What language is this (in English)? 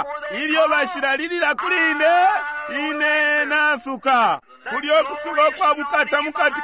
Bemba